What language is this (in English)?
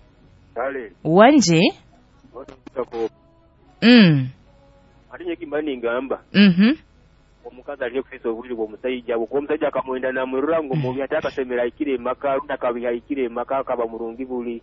Nyoro